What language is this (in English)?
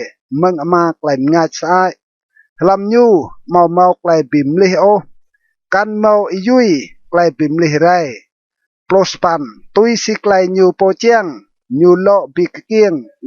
Rade